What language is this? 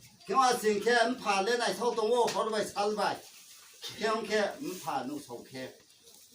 Riang (India)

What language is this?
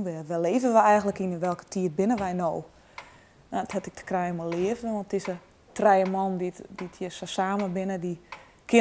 Western Frisian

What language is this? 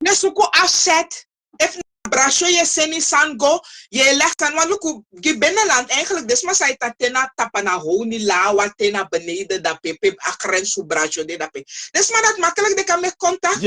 Sranan Tongo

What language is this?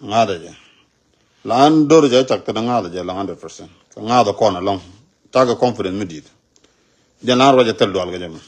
Nuer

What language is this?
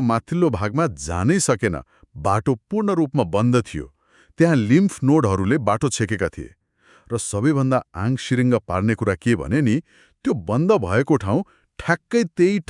Nepali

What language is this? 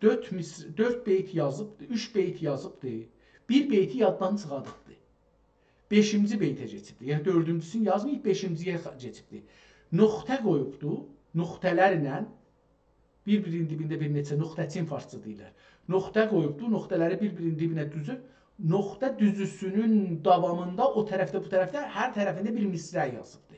South Azerbaijani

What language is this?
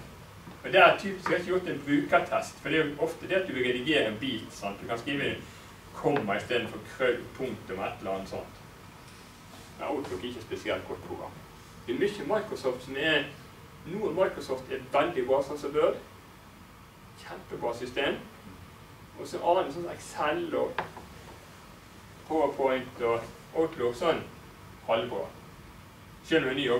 Norwegian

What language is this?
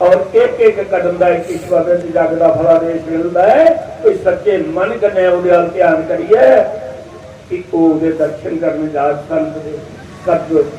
Dogri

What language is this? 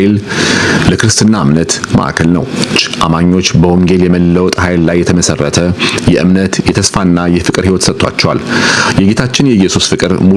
Amharic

